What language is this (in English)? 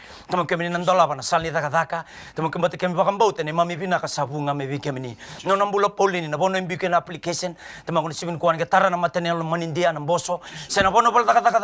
Fijian